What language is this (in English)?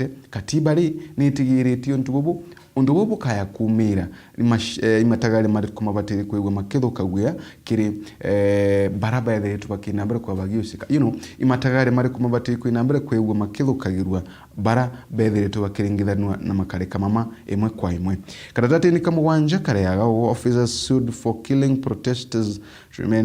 Meru